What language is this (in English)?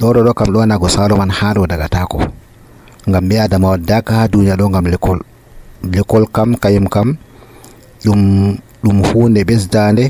Nigerian Fulfulde